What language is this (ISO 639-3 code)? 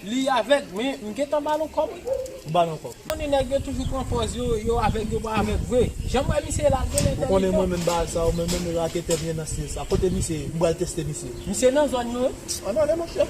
hat